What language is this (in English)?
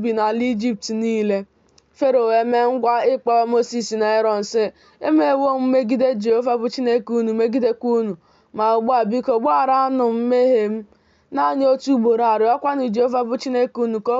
Igbo